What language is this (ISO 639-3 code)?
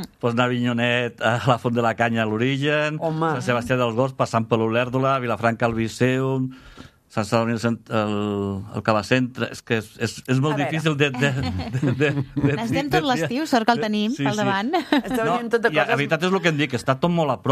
cat